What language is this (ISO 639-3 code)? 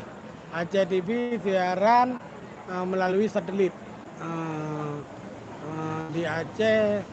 ace